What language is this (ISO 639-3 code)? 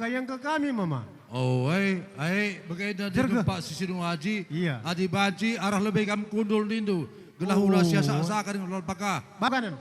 btx